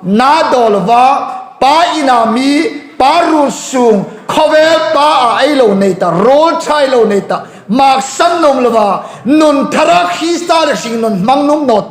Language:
Hmar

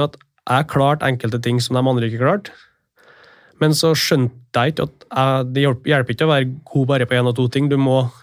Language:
Norwegian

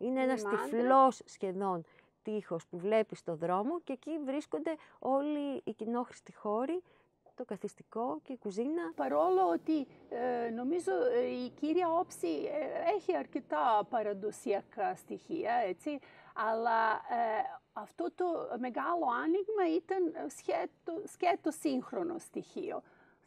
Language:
Greek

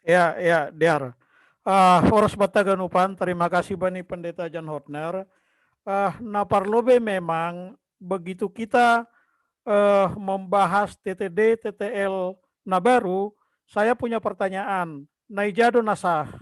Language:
Batak Simalungun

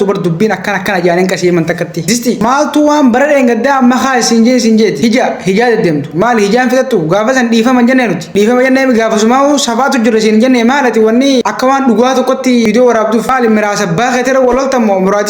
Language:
Oromo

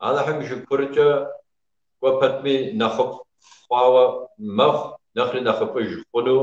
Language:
Kabardian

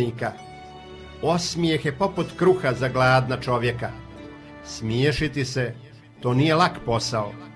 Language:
Croatian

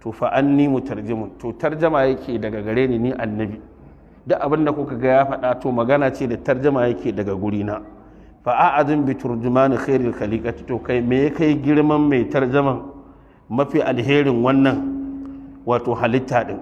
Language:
Hausa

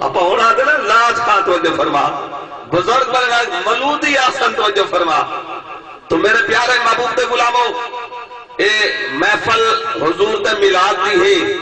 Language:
Saraiki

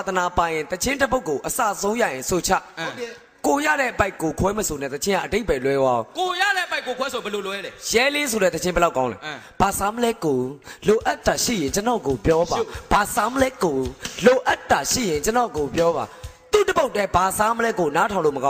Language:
Burmese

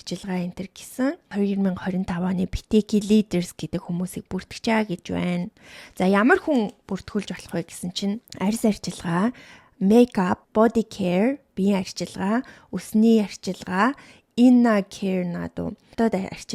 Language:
Mongolian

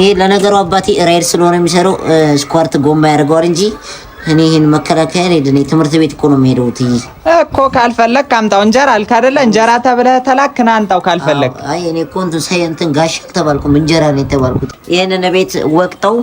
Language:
Amharic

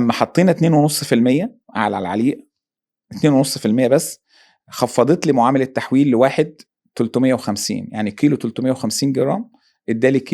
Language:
Egyptian Arabic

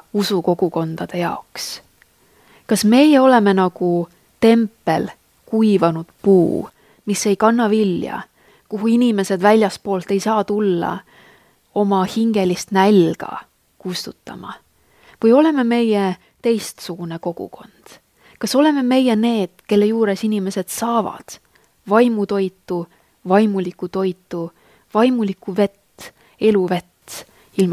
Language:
Estonian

